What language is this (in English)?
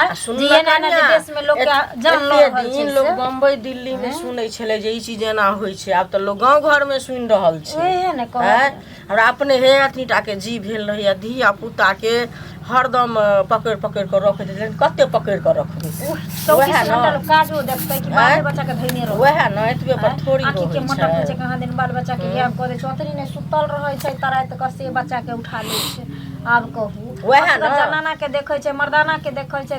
Maithili